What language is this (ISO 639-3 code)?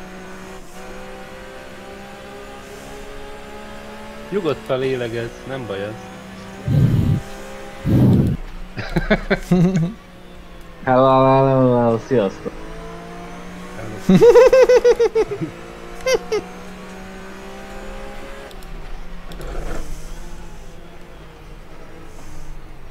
hun